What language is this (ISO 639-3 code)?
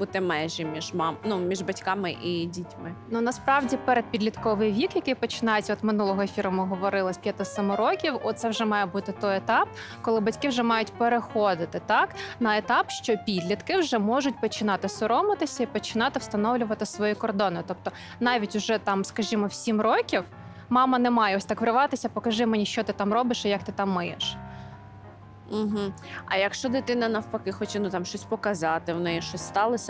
ukr